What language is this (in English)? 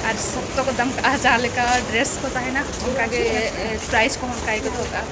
Santali